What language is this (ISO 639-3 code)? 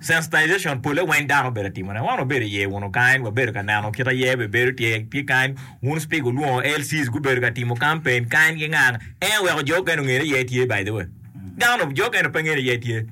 ach